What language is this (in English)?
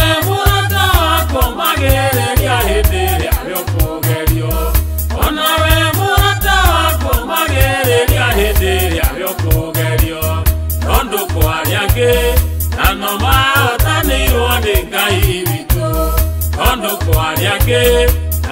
Kikuyu